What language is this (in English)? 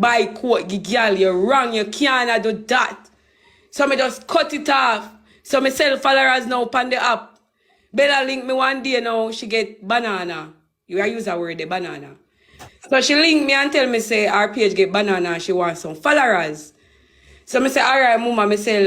Jamaican Creole English